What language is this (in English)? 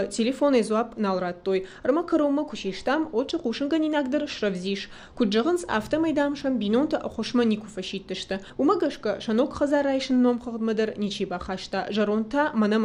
Ossetic